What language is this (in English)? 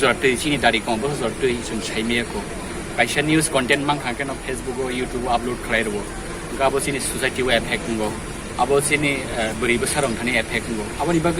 Kok Borok